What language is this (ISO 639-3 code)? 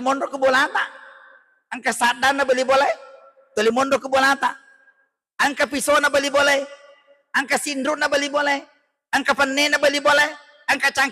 bug